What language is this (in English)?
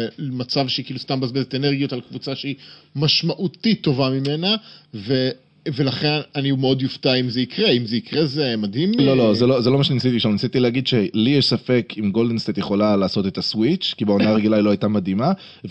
Hebrew